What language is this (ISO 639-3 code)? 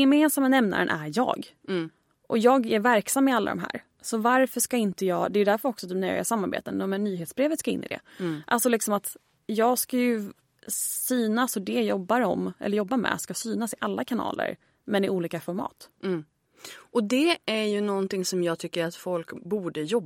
swe